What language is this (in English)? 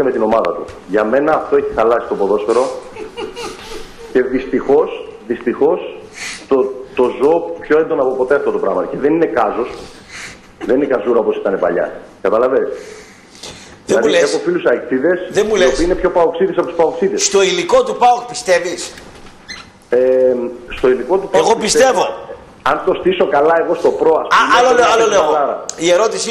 Greek